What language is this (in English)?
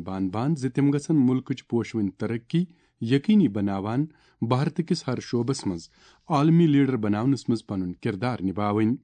Kashmiri